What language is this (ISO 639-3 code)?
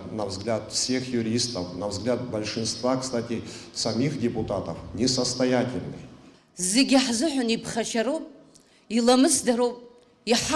abk